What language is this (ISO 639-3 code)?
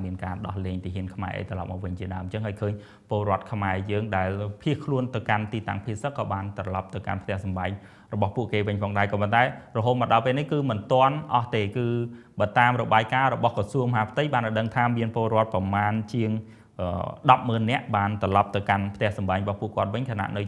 khm